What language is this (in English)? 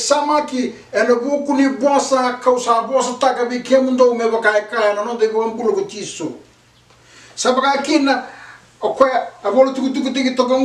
Fijian